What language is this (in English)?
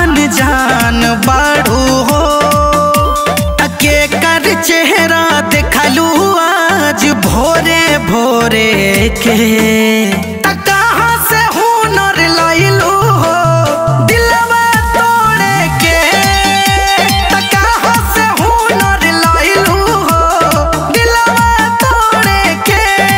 Bhojpuri